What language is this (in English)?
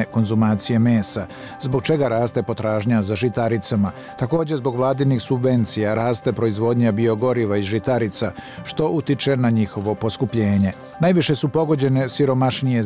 Bosnian